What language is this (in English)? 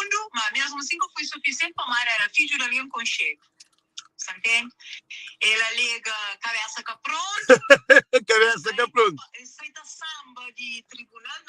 Kabuverdianu